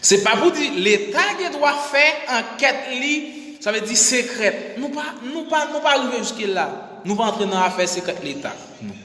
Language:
Haitian Creole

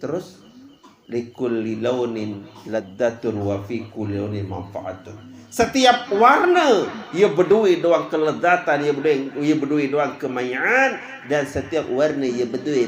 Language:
Sasak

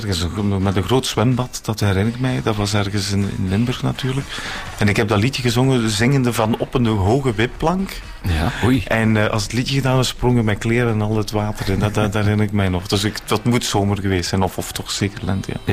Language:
Dutch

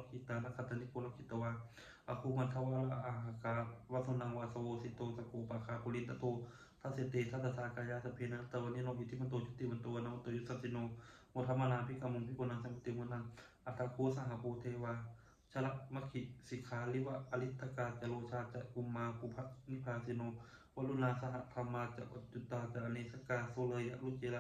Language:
Pali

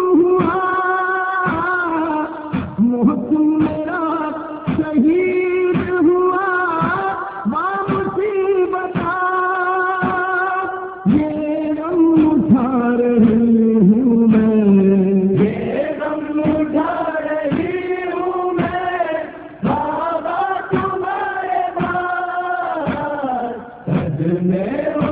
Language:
Urdu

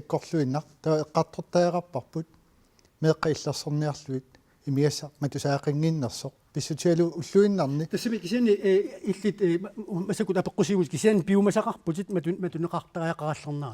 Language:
Kalaallisut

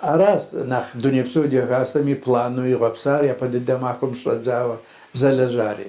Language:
Kabardian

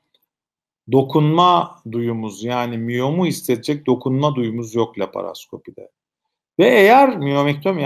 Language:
Turkish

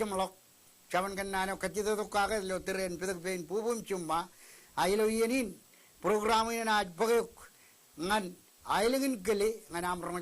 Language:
Marshallese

